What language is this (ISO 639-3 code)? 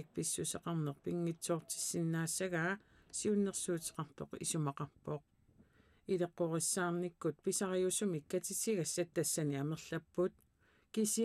kal